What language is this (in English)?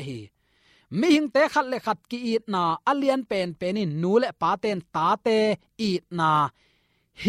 Tedim Chin